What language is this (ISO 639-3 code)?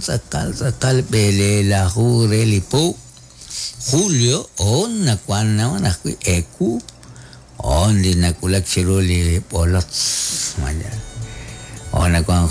kek